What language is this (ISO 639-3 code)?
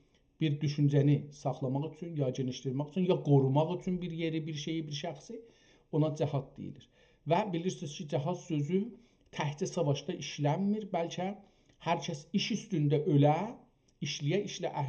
azb